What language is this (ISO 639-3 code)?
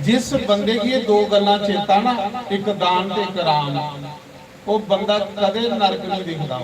doi